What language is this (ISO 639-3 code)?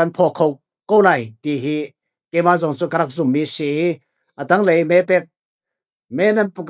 cfm